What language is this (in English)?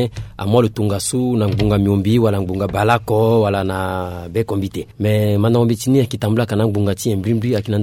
Sango